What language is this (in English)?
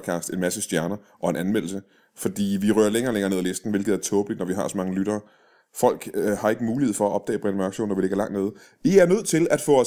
Danish